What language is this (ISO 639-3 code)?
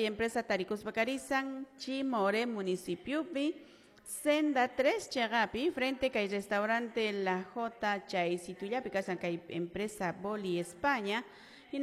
que